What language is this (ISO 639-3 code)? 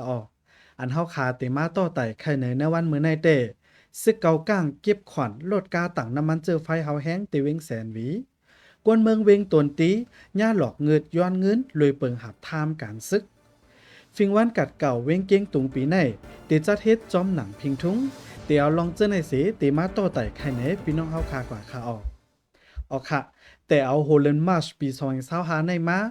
shn